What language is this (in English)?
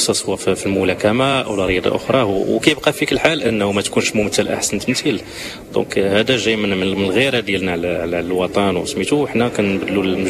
Moroccan Arabic